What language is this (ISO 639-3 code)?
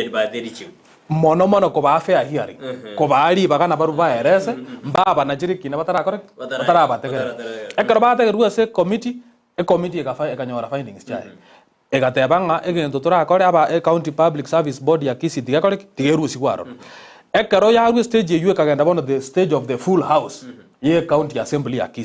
guz